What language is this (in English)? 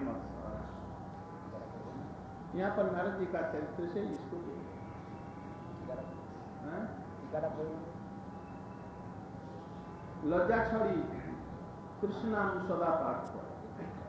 Hindi